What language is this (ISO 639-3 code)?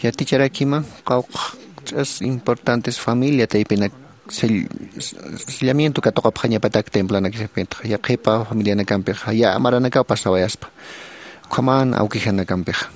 aym